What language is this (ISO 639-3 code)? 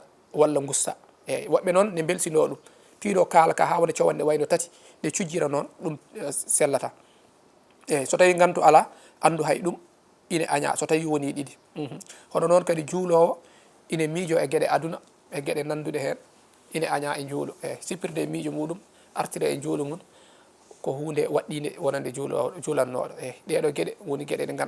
ful